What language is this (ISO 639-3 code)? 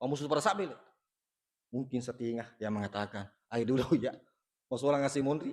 bug